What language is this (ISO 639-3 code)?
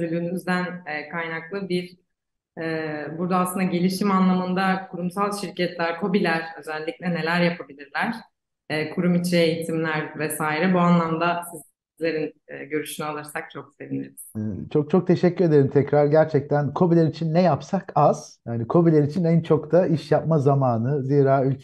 tur